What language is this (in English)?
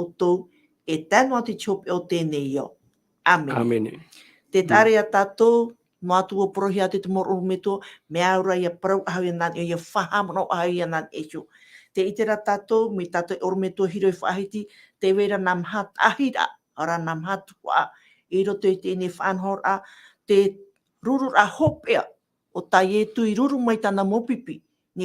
Tahitian